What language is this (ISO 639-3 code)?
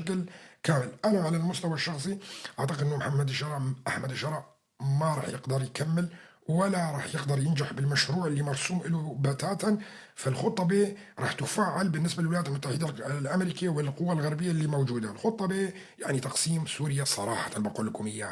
apc